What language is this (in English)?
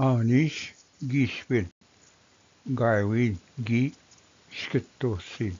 Ojibwa